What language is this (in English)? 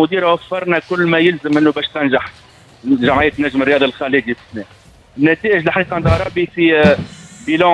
Tunisian Arabic